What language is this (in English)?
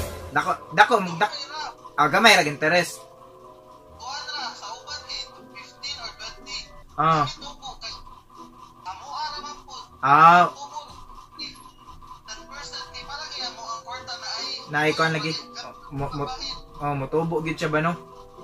Cebuano